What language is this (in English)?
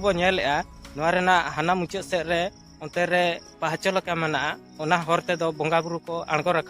Santali